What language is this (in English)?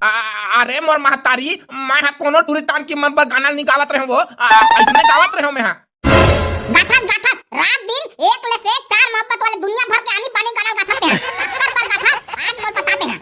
Chhattisgarhi